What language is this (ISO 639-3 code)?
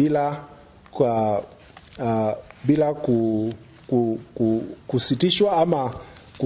kik